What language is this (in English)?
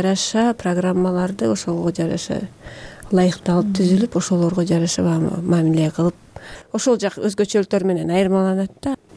Kyrgyz